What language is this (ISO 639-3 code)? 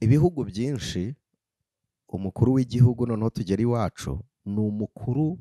kin